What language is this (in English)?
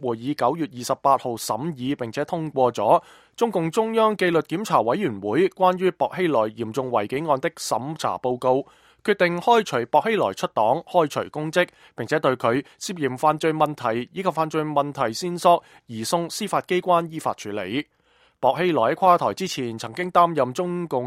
Cantonese